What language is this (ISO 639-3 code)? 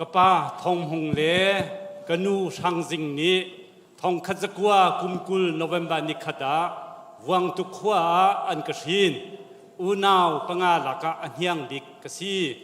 cnh